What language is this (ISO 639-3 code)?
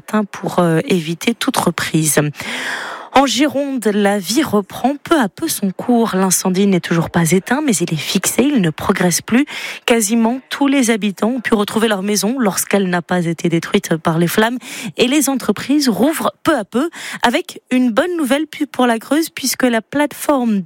fra